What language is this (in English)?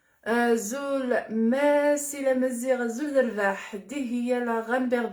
Kabyle